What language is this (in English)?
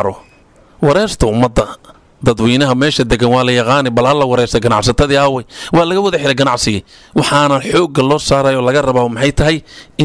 Somali